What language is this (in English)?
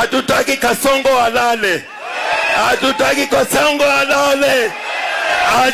Gusii